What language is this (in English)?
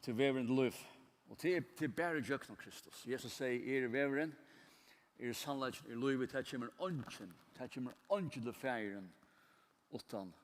Faroese